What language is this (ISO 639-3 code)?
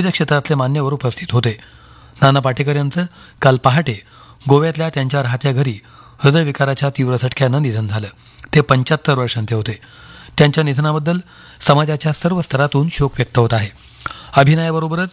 mar